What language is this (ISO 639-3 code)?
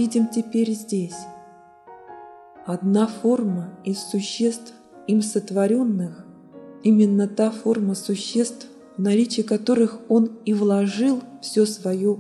rus